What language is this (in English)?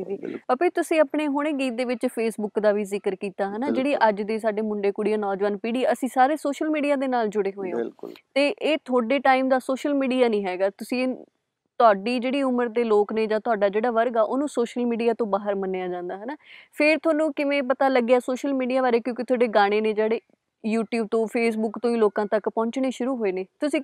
Punjabi